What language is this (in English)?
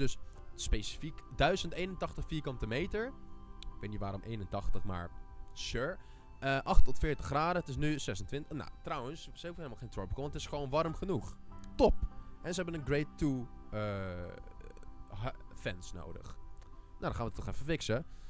Dutch